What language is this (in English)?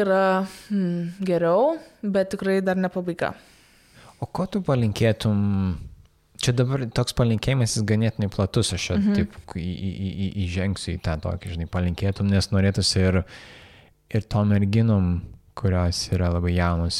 Lithuanian